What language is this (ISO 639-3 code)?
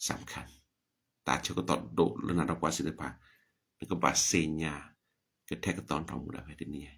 ksw